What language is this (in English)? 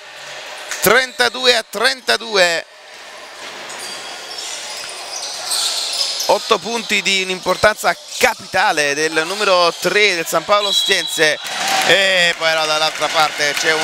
Italian